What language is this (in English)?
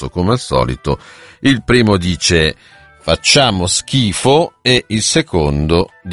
Italian